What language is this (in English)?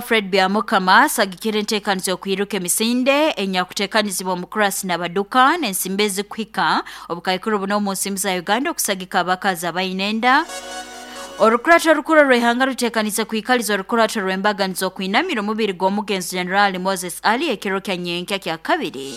Nyoro